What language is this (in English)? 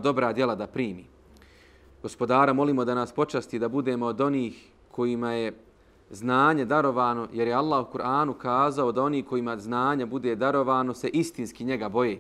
Bosnian